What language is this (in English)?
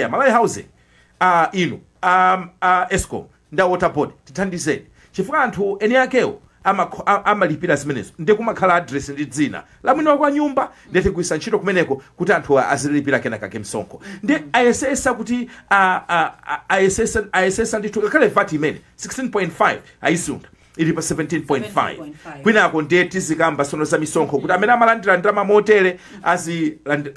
Nyanja